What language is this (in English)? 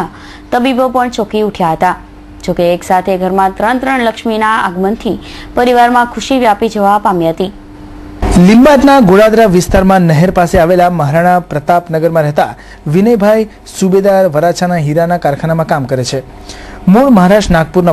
Gujarati